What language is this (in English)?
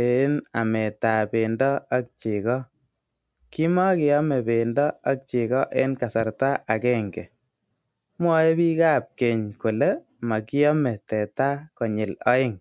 Kalenjin